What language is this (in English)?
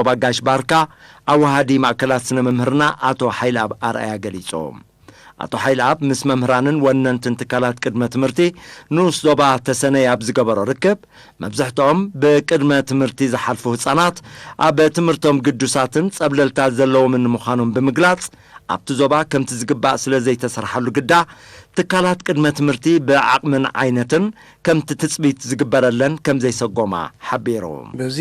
Tigrinya